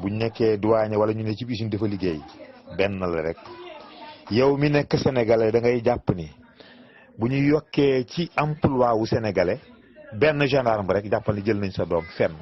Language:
Wolof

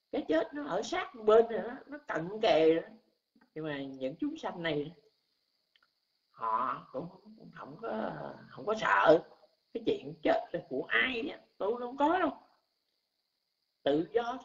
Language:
Vietnamese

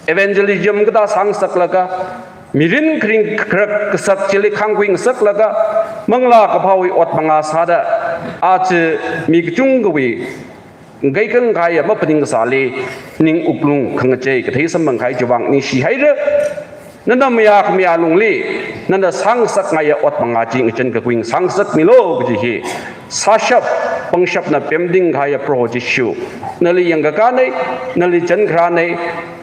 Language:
Tangkhul Naga (India)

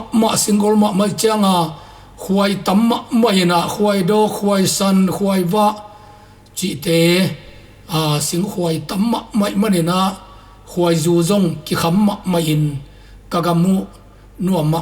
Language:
Tedim Chin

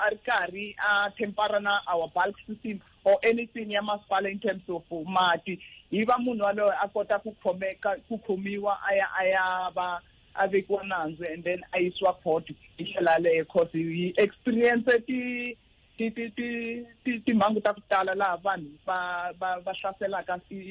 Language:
Tsonga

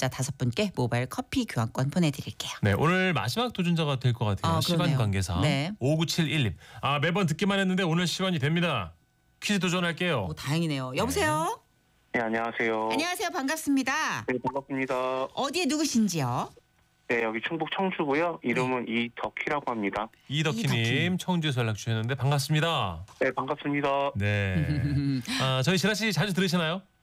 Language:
Korean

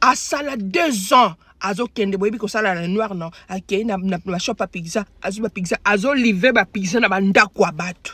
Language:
Lingala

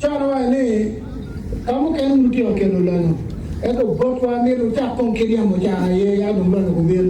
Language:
Acoli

